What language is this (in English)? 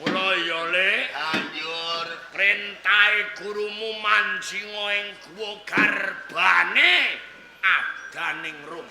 Javanese